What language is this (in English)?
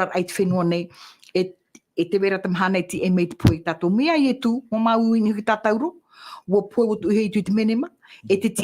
Tahitian